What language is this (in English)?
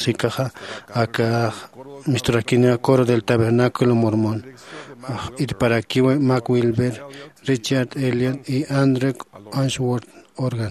Aymara